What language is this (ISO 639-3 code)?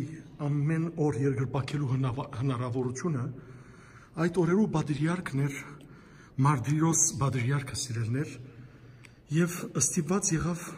hyw